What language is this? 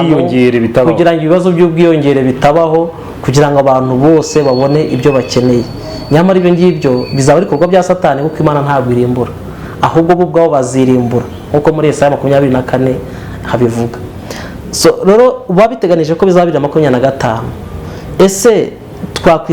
Kinyarwanda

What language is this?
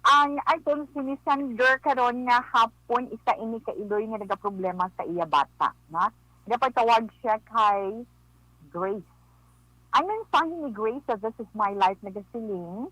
Hiligaynon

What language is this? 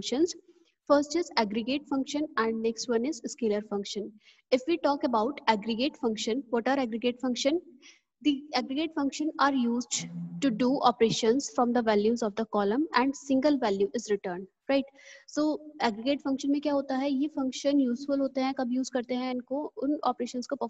Hindi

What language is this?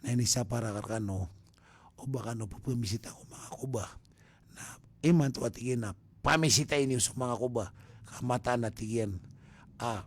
Maranao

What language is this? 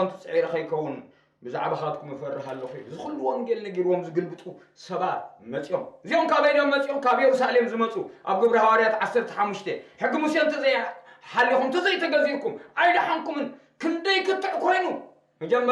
Tigrinya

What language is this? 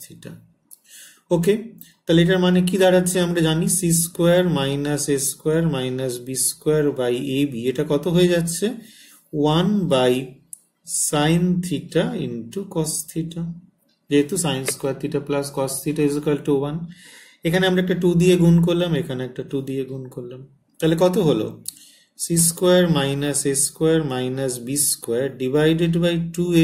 Bangla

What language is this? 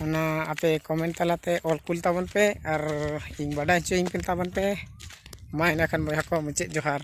Santali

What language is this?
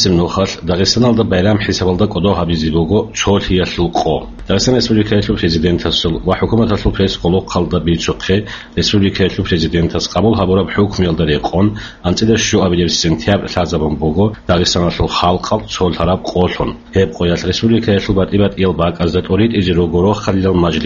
Avaric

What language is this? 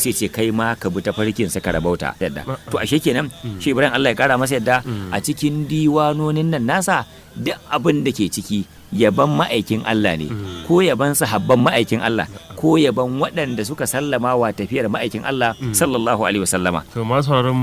Hausa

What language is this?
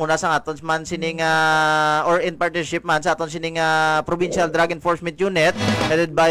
Hiligaynon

